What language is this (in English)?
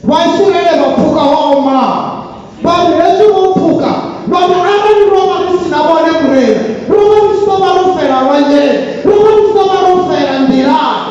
Venda